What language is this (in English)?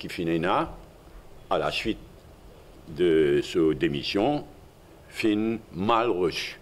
Morisyen